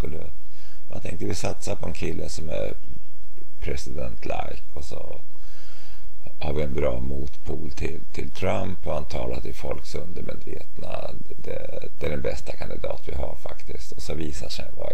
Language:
Swedish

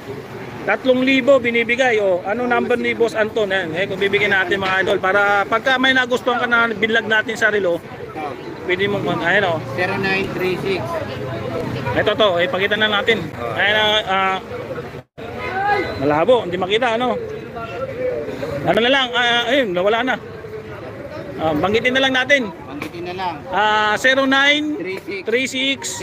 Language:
Filipino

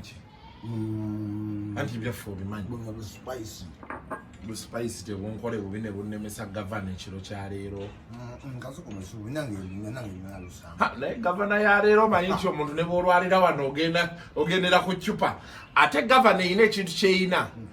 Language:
Ganda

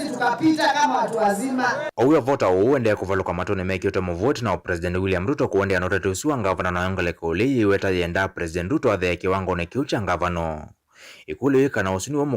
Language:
Kamba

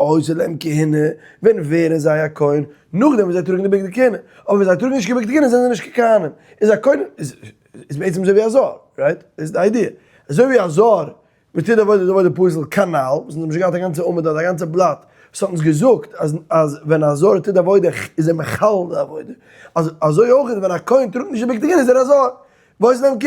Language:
Yiddish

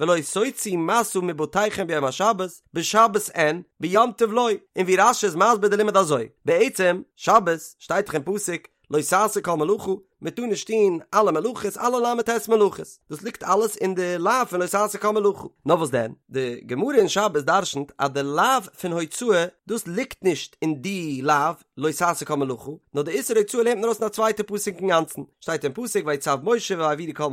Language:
Yiddish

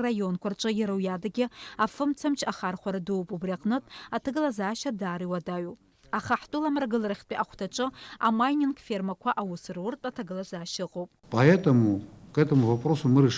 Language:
Abkhazian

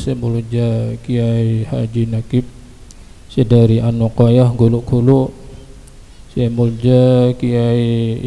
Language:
Madurese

